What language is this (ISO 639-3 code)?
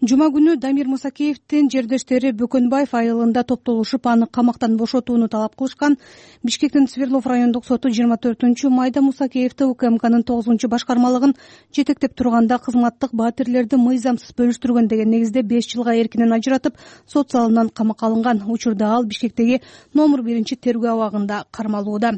kir